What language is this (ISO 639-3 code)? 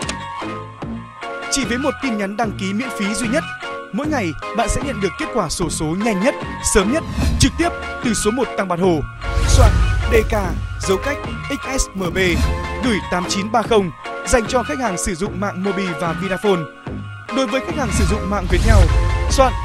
vie